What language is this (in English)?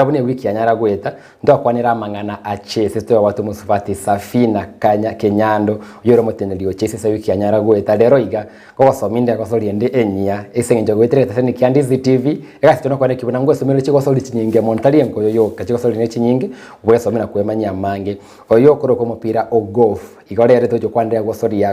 Gusii